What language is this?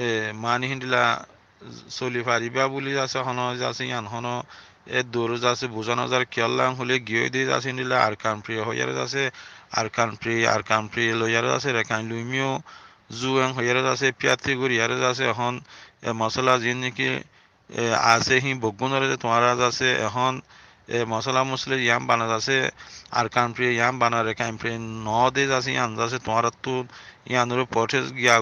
Rohingya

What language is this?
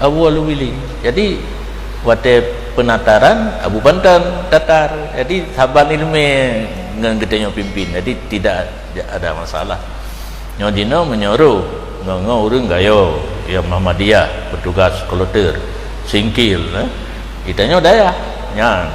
Achinese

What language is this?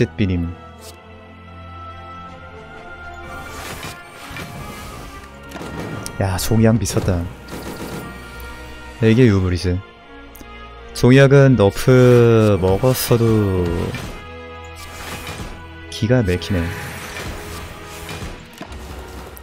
Korean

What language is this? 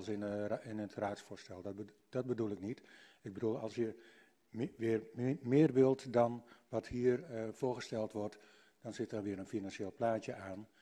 Dutch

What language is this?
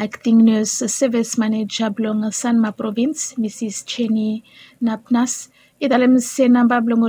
Bislama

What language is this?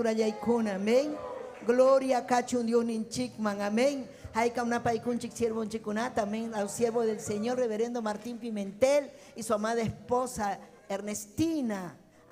Ayacucho Quechua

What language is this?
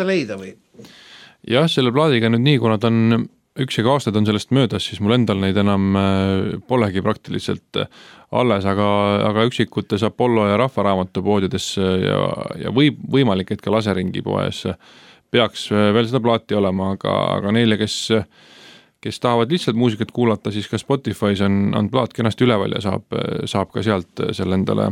Estonian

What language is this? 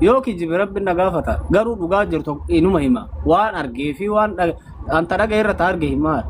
Oromo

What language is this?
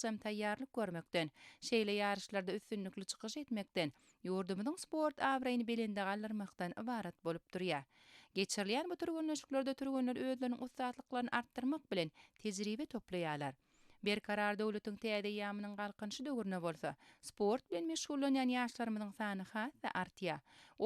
Turkmen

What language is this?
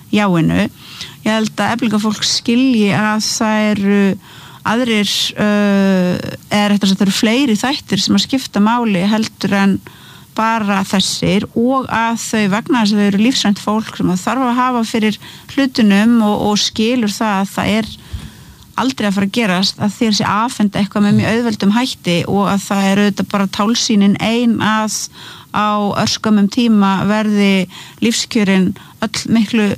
Icelandic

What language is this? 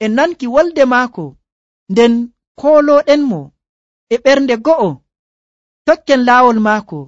Nigerian Fulfulde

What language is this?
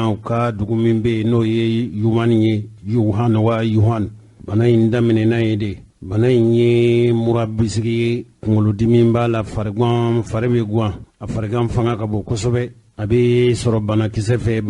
Bambara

